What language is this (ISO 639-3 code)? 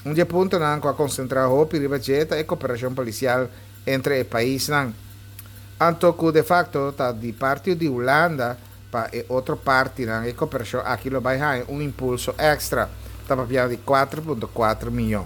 pap